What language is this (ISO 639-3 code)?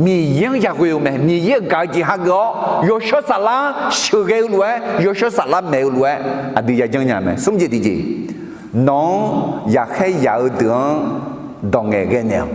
ahk